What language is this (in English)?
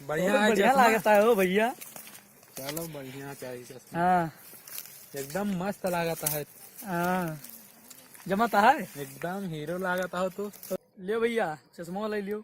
Awadhi